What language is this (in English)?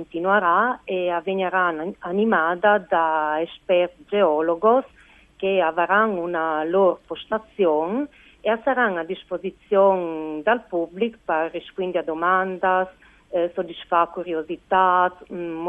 Friulian